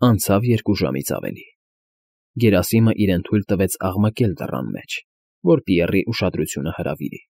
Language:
Armenian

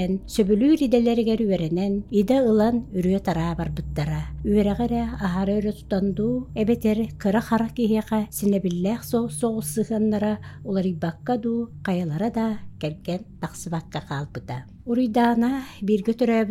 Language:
Yakut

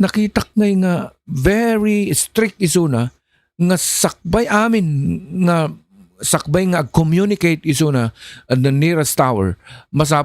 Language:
Iloko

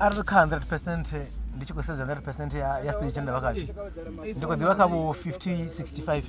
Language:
Venda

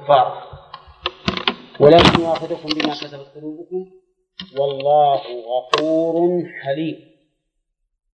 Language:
Arabic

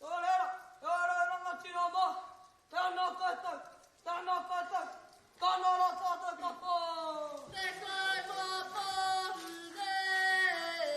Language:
Māori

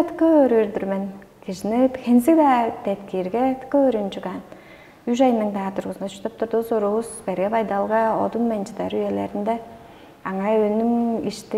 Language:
Tuvinian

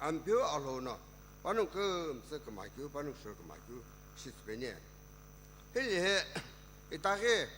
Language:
Sumi Naga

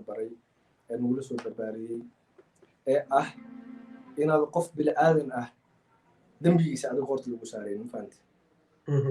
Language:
Somali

